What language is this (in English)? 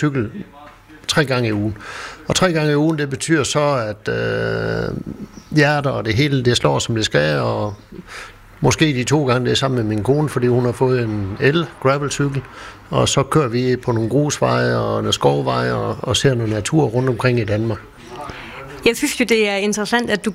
Danish